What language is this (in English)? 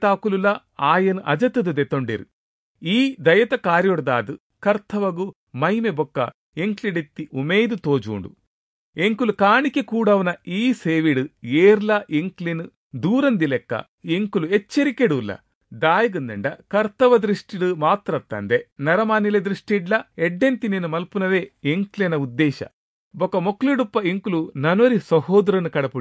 Tulu